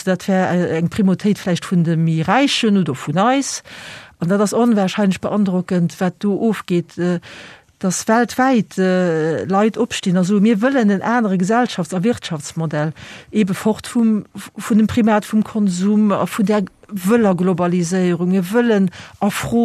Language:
Luxembourgish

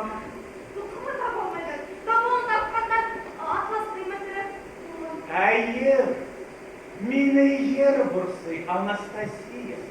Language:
Bashkir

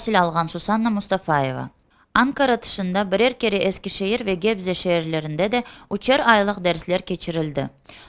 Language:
Crimean Tatar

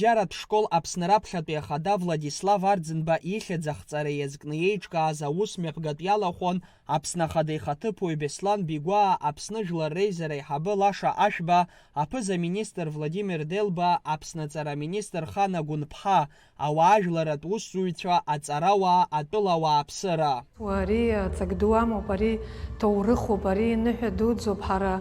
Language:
Abkhazian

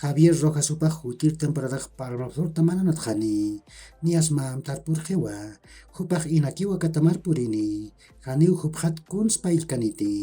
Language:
Aymara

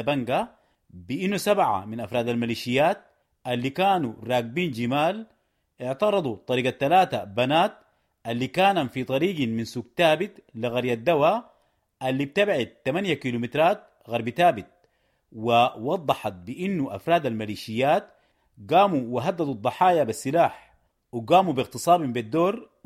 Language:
Sudanese Arabic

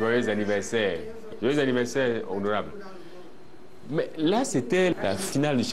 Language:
French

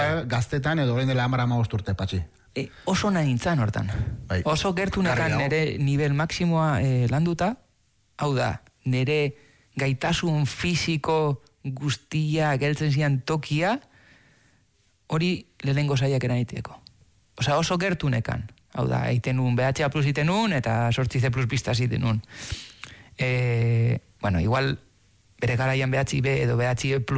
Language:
Basque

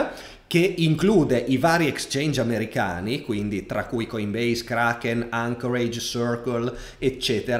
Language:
Italian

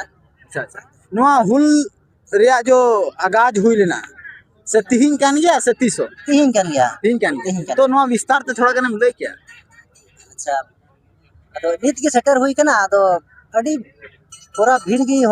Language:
Santali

